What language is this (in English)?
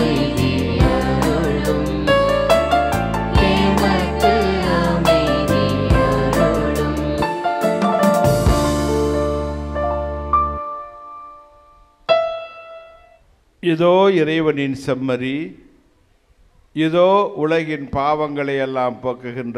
Tamil